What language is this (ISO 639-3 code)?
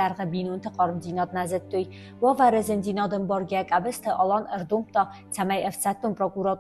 oss